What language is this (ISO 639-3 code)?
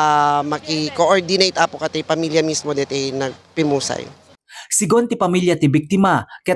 ilo